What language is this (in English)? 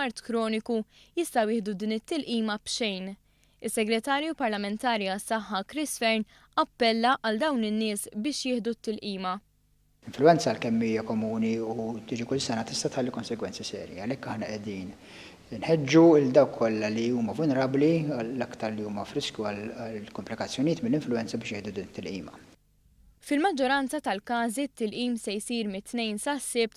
Maltese